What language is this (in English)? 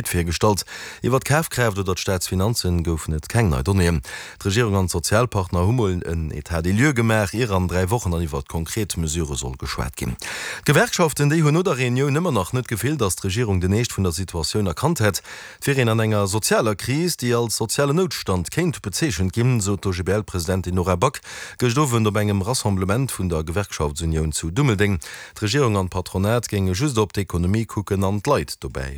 Luxembourgish